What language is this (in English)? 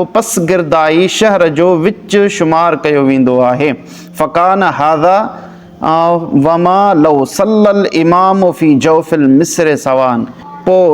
Sindhi